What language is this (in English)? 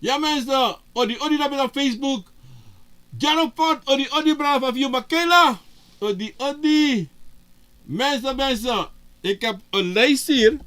Sranan Tongo